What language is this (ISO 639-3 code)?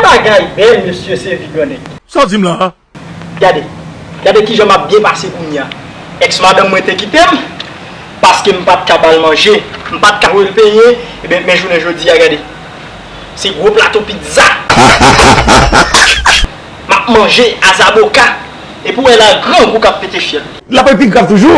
hat